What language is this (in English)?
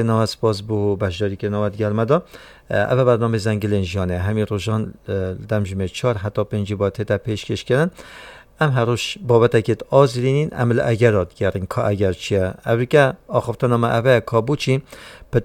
Kurdish